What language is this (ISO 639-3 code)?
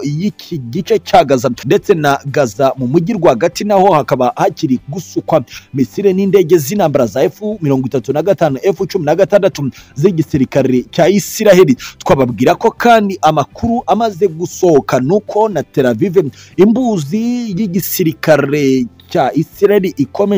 kin